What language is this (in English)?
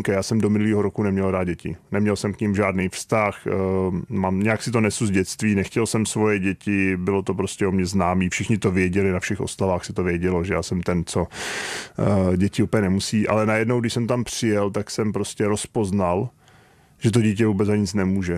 Czech